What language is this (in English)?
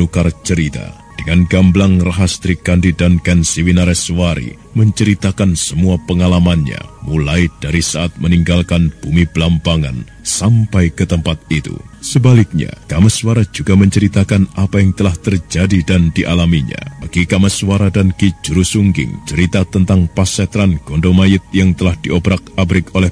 Indonesian